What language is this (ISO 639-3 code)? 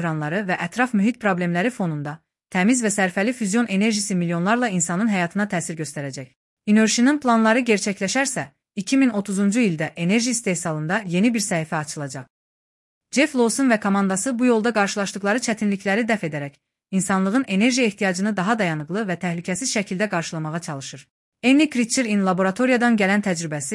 aze